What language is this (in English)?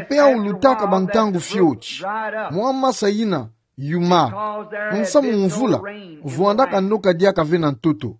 Kituba (Democratic Republic of Congo)